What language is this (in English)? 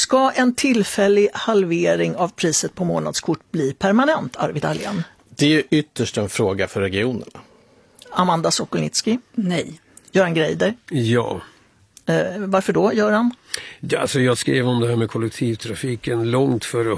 Swedish